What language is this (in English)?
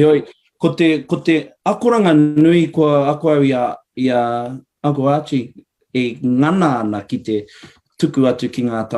Māori